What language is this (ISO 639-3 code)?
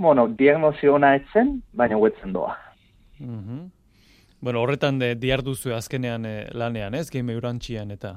eus